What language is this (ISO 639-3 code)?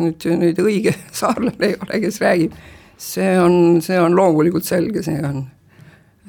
est